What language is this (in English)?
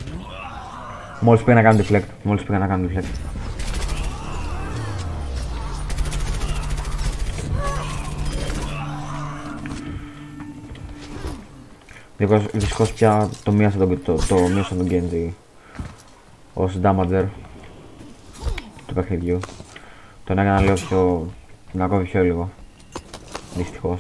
Greek